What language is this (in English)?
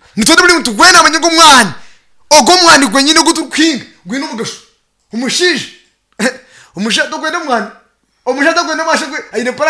Nyankole